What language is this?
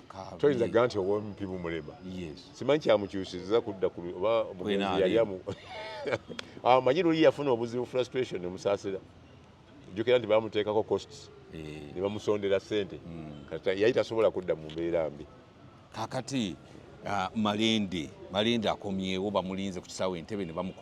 Ganda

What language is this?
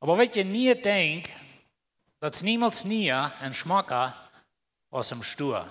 Plautdietsch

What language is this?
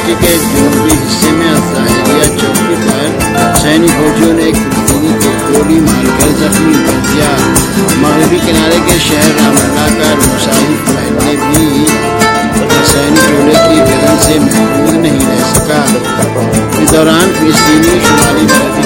Urdu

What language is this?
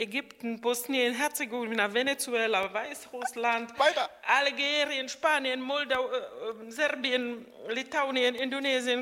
German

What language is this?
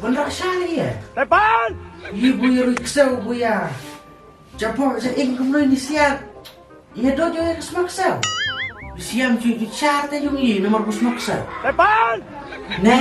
Khasi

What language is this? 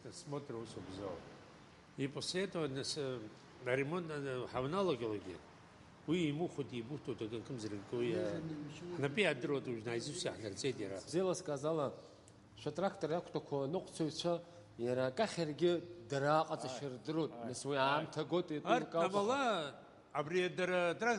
Abkhazian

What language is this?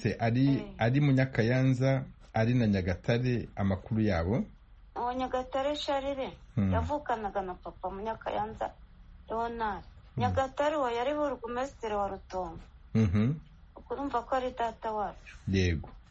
Kinyarwanda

